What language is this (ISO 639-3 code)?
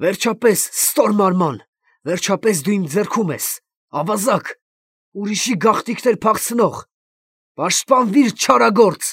hye